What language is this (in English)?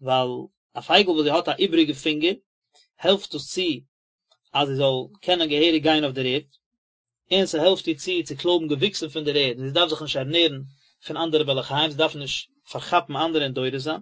Yiddish